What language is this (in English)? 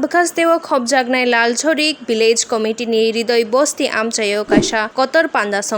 Kok Borok